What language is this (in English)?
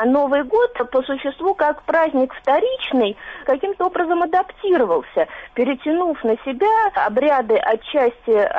Russian